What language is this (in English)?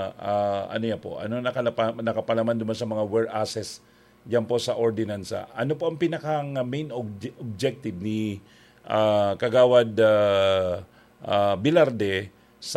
Bikol